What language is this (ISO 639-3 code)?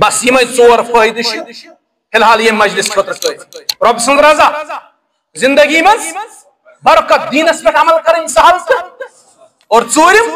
kas